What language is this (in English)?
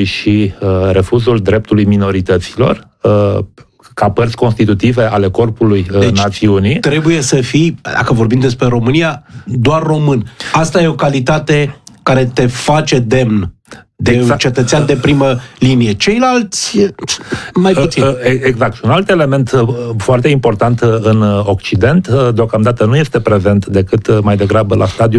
Romanian